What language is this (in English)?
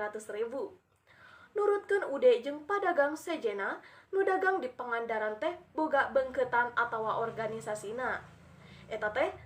Sundanese